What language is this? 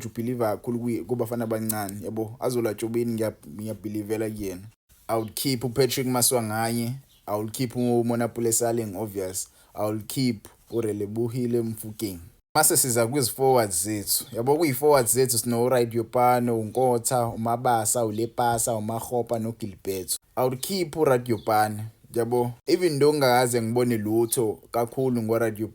Zulu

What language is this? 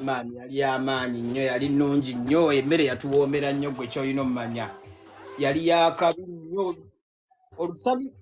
Ganda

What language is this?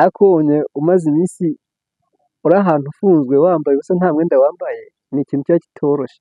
Kinyarwanda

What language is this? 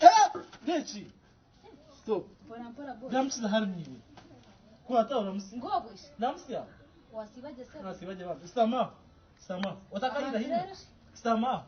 Nyankole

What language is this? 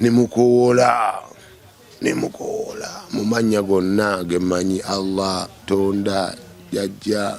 Ganda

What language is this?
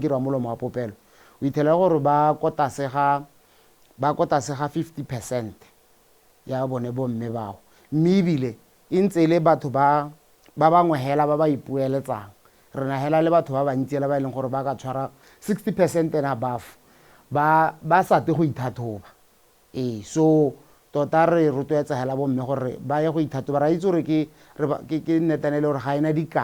Tswana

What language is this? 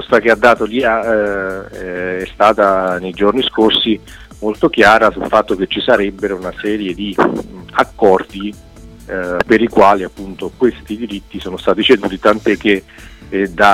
Italian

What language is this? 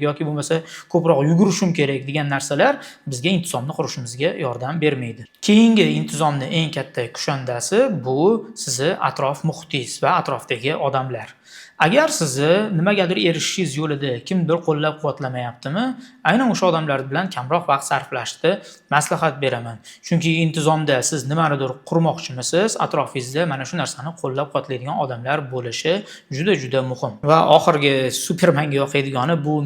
Uzbek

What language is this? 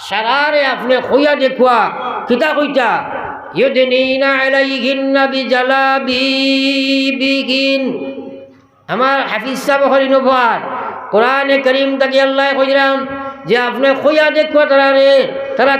Sylheti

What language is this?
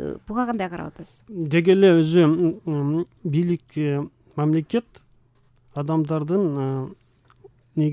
Kyrgyz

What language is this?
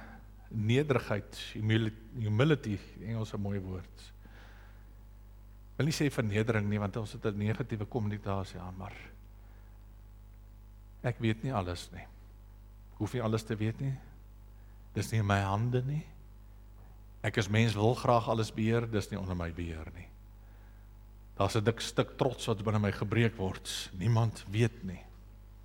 Afrikaans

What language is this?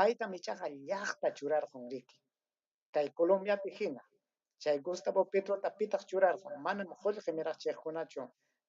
Ayacucho Quechua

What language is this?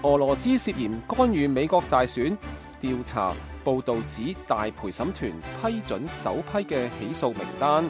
Cantonese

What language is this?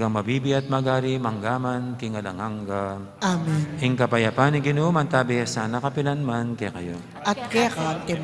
Pampanga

